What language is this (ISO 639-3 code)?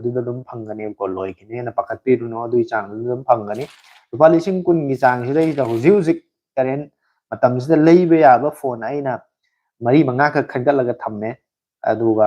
mni